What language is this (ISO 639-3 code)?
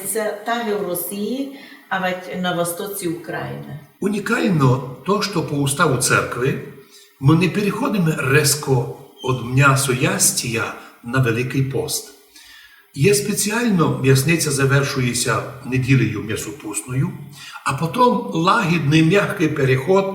rue